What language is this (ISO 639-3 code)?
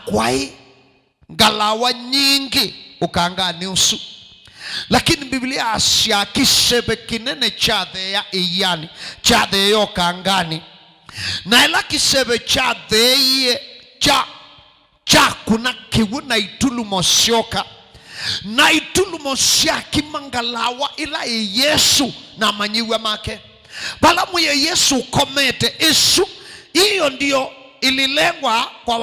kam